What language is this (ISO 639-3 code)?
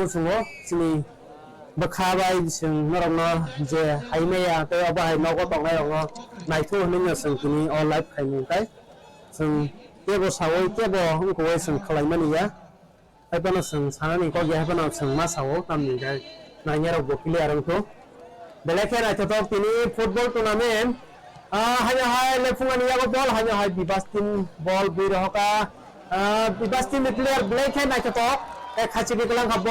trp